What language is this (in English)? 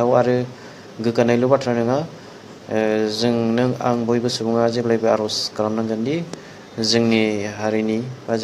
Bodo